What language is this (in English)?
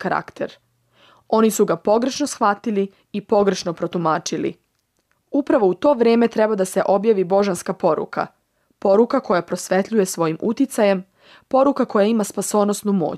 Serbian